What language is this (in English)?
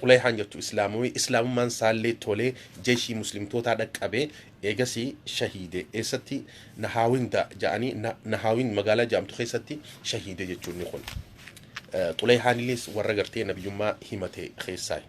Oromo